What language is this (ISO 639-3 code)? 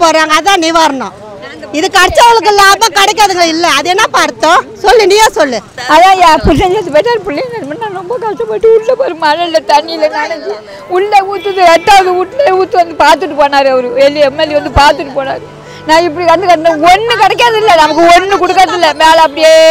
tam